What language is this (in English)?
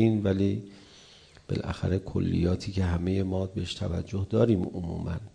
Persian